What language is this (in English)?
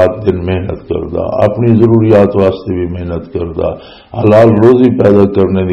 Western Panjabi